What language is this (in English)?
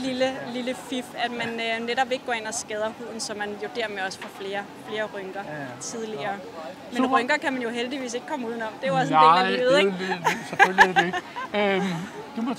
Danish